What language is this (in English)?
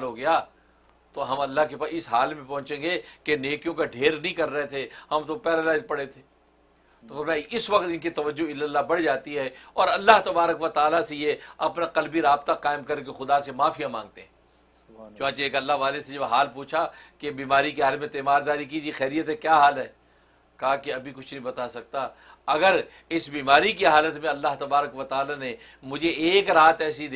Urdu